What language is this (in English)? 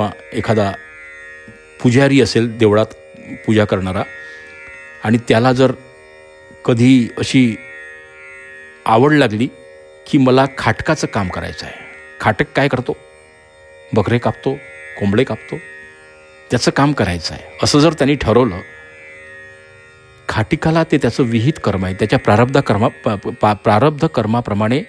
Marathi